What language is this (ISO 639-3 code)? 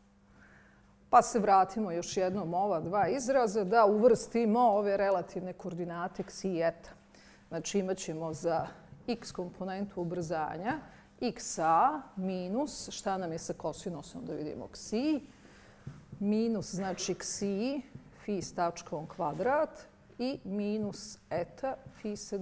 bos